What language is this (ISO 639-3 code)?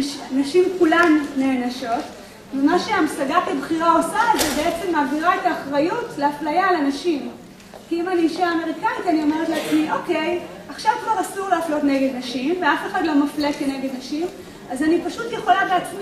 heb